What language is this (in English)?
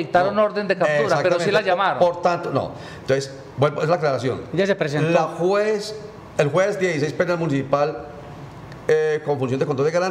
Spanish